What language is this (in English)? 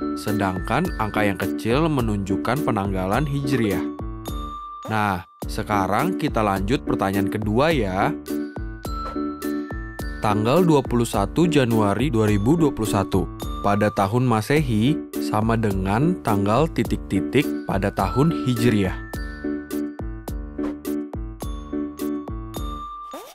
Indonesian